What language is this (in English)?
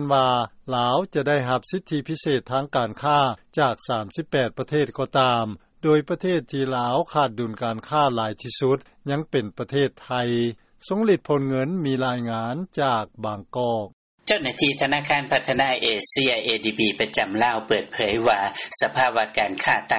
Lao